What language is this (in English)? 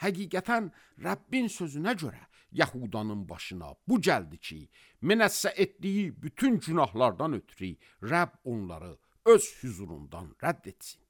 Azerbaijani